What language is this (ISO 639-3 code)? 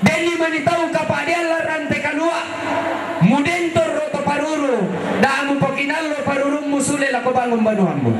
sda